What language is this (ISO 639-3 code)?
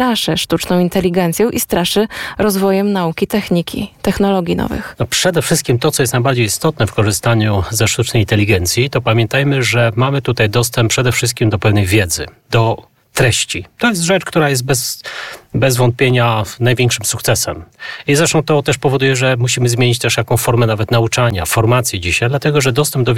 pol